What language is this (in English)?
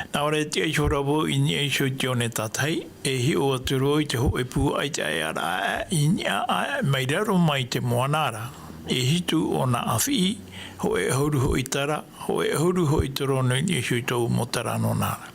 Tahitian